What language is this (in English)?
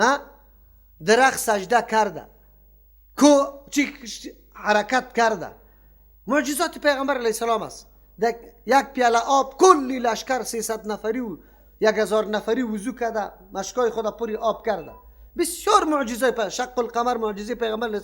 Persian